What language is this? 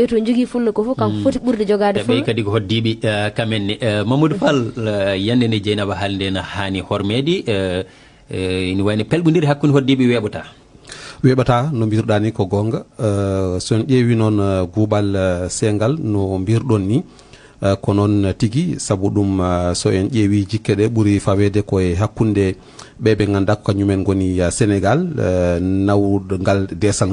Fula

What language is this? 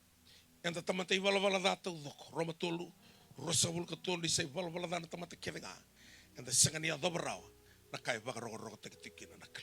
Fijian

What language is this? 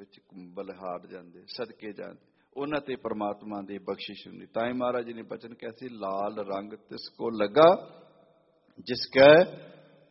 Punjabi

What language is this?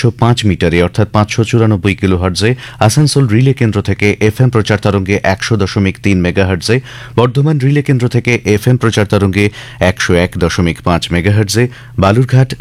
Bangla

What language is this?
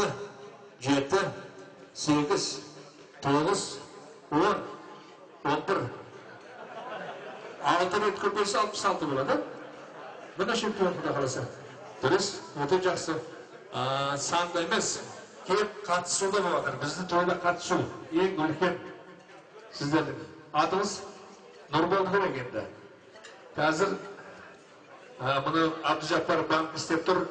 Kazakh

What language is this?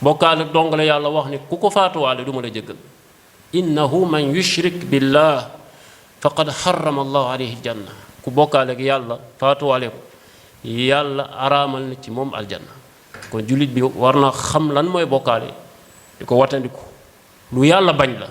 Wolof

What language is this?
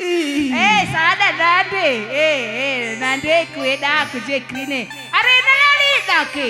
Batak Karo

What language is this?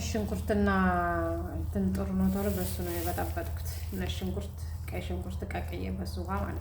Amharic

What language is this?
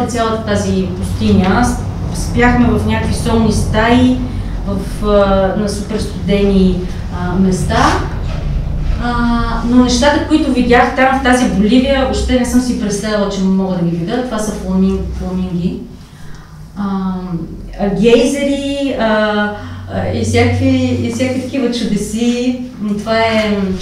Bulgarian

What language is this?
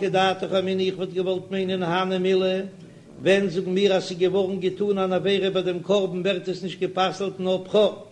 Yiddish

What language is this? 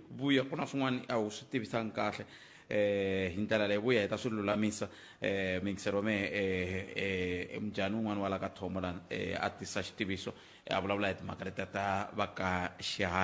Tsonga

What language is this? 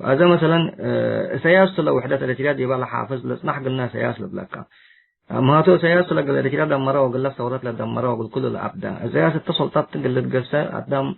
Tigre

